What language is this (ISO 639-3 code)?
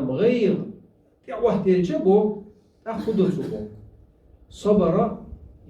che